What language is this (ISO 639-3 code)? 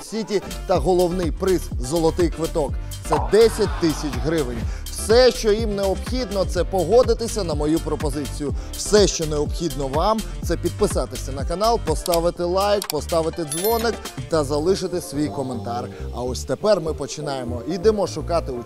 ukr